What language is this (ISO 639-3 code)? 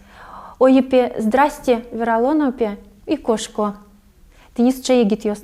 udm